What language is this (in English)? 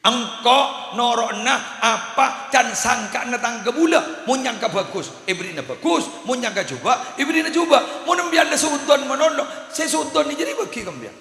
Madurese